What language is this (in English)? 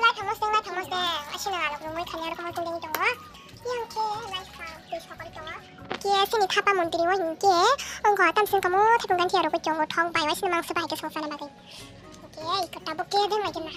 Kok Borok